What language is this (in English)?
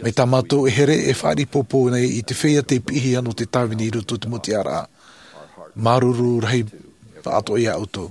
Tahitian